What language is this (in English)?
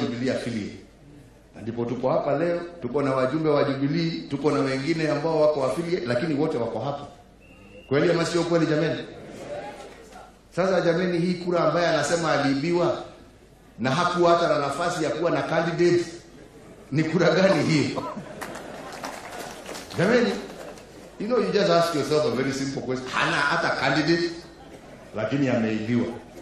Swahili